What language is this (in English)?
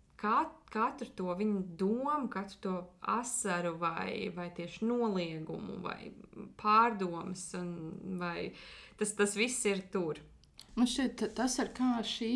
Latvian